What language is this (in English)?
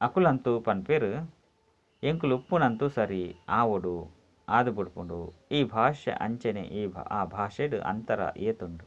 Tulu